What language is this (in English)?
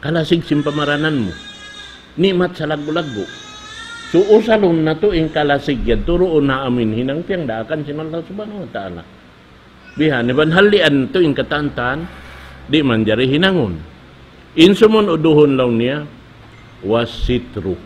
Tausug